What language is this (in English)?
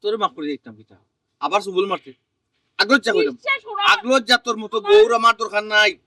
Sylheti